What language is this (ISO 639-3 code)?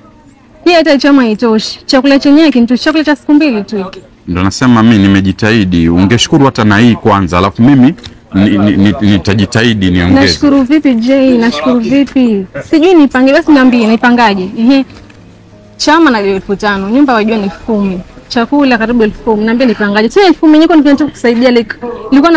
swa